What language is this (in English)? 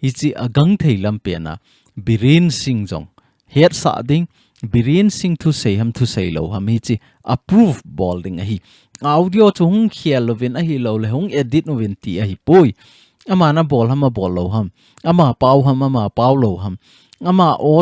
Thado Chin